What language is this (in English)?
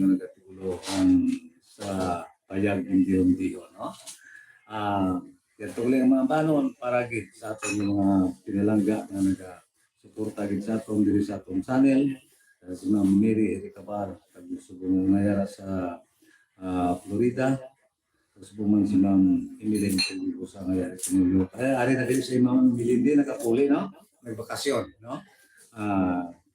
Hiligaynon